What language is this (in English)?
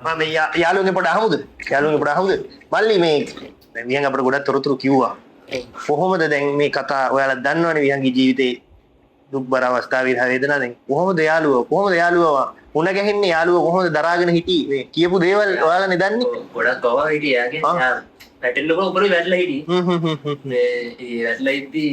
Sinhala